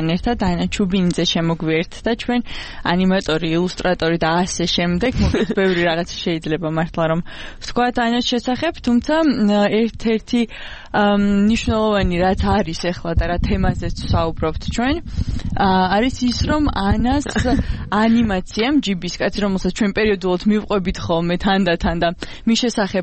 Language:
Georgian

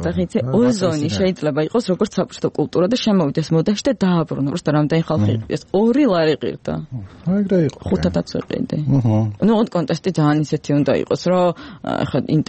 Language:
Georgian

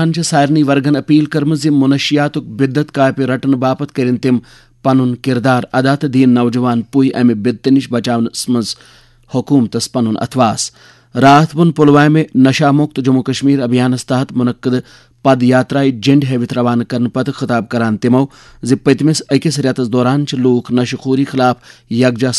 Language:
Kashmiri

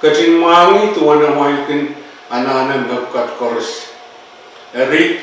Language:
Pohnpeian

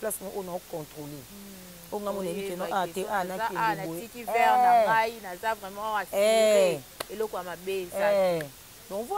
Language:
Lingala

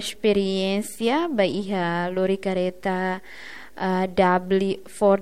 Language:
Tetum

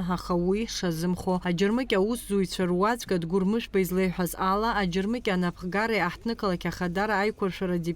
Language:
Abkhazian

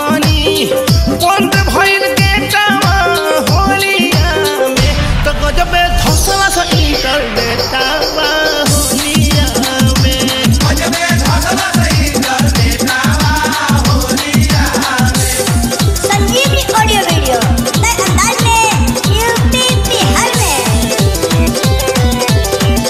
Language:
Bhojpuri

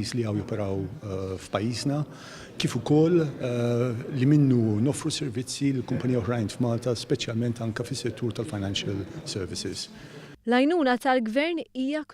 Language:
Maltese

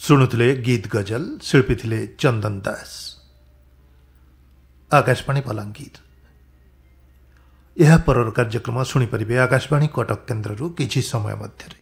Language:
Odia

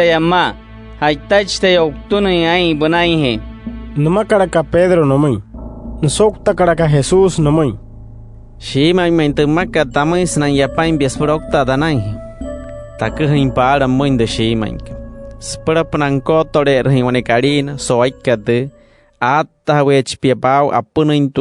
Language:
Wayuu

